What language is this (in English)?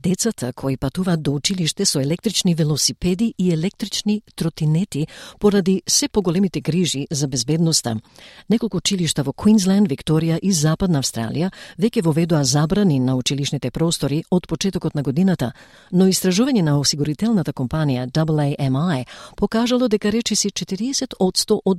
Macedonian